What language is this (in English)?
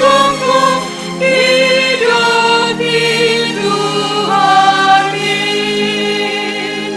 Batak Simalungun